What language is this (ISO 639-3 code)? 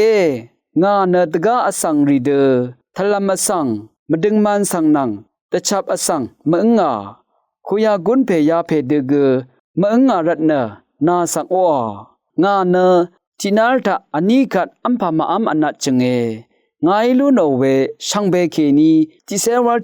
raw